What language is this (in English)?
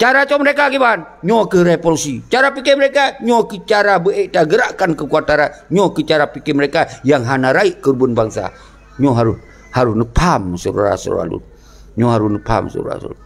Achinese